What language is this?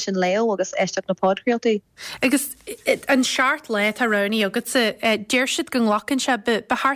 Irish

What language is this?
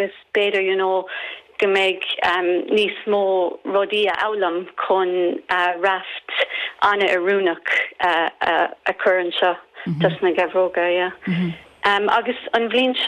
Irish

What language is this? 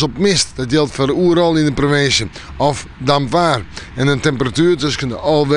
Western Frisian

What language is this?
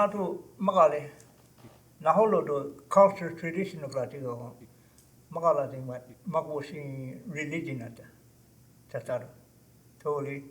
Choctaw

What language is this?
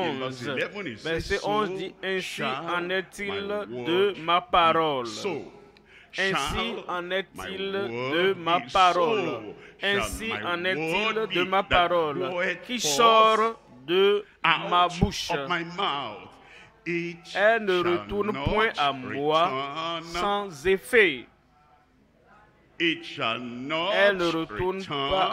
French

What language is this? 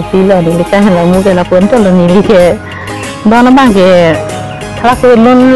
Karbi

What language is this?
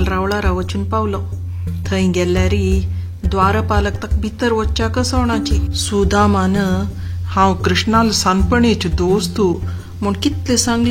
Konkani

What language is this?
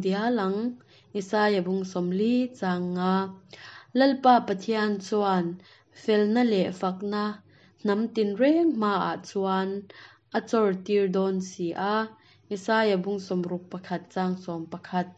Hakha Chin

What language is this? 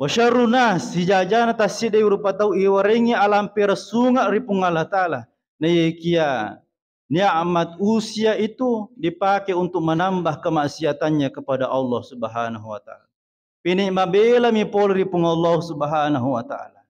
Buginese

